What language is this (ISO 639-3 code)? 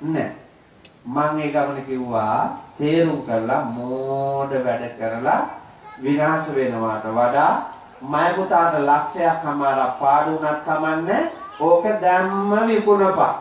sin